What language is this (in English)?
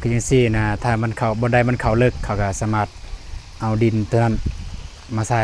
Lao